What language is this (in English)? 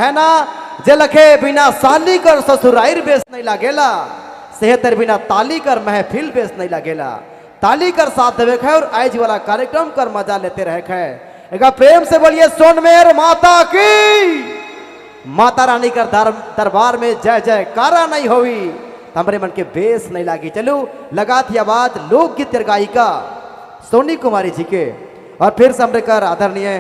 Sadri